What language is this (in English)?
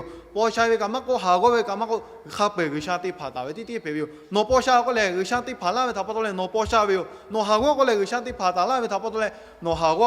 Lahu